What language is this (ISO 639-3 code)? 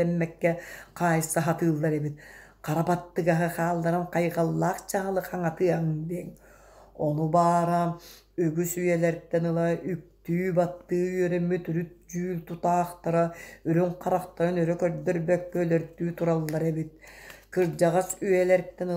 sah